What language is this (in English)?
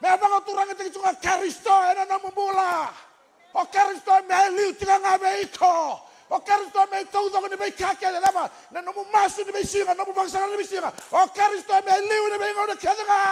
Fijian